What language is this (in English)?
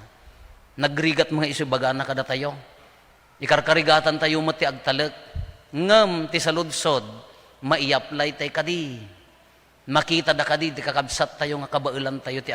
Iloko